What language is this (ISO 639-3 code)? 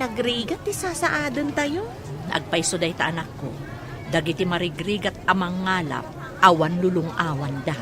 ilo